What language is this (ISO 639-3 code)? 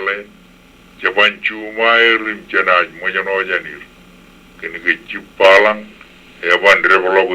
mah